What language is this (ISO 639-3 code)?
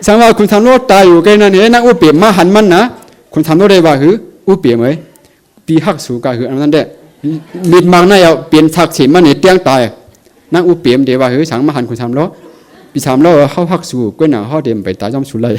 shn